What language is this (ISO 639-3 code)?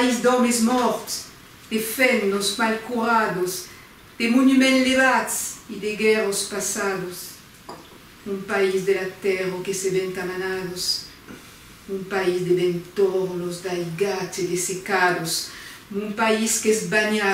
oci